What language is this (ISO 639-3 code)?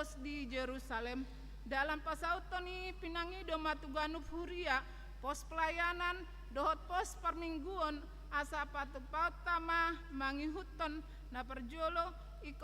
bbc